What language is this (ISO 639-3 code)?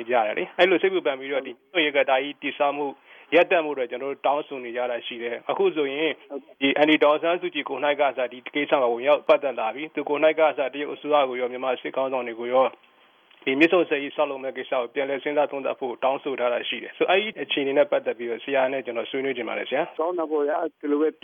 mya